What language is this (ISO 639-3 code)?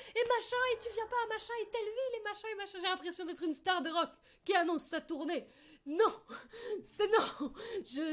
fra